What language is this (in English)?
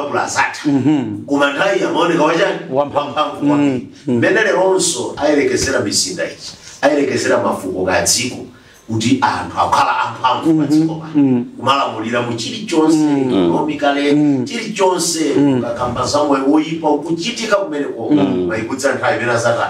Nyanja